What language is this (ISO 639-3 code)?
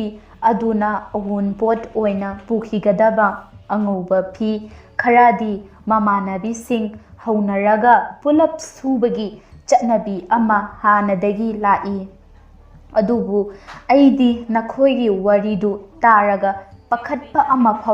mni